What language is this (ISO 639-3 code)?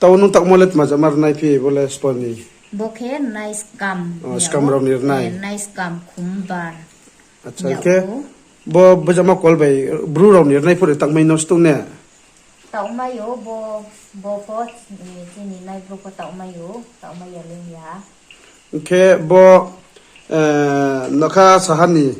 ria